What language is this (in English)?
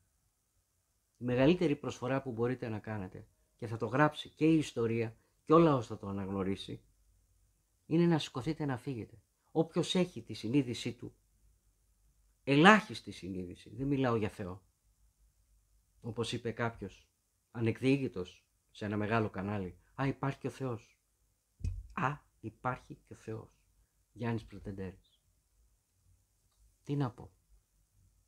Greek